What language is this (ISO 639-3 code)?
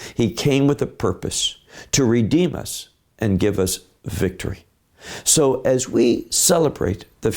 eng